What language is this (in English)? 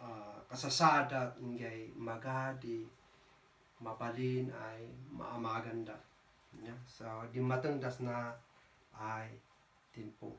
Kankanaey